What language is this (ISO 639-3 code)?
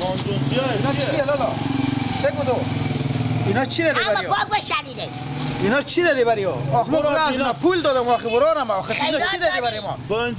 fas